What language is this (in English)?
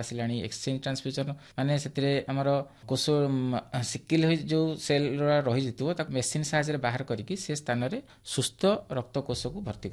Odia